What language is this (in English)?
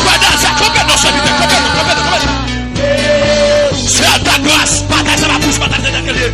Haitian Creole